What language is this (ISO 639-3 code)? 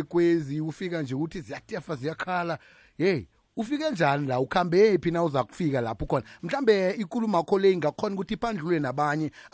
nbl